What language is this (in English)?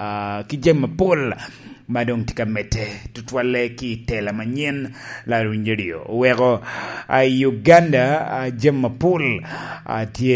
Lango (Uganda)